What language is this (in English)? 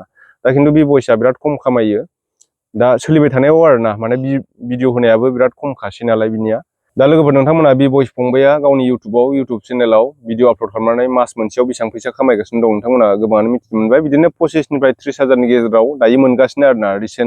Bodo